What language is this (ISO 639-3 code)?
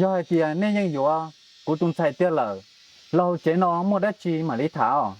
hmn